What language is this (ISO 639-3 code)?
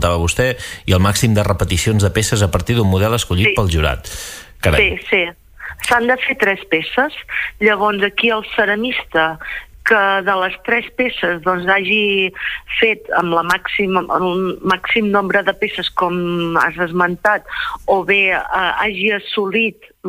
cat